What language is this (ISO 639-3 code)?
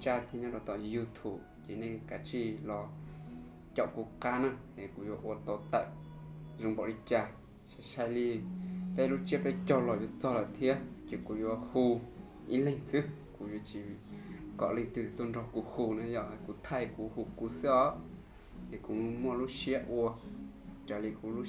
hmn